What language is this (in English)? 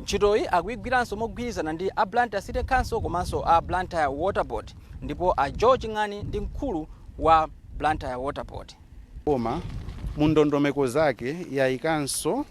Nyanja